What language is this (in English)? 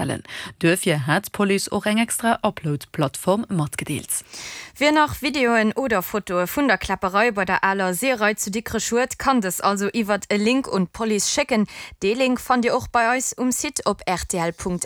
Luxembourgish